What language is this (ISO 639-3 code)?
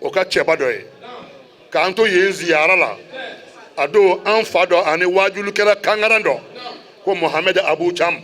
bam